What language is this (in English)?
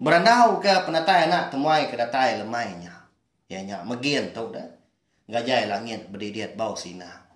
Iban